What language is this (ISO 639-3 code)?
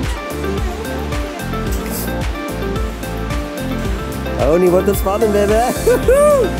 nld